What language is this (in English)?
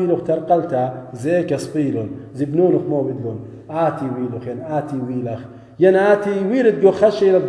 Assyrian Neo-Aramaic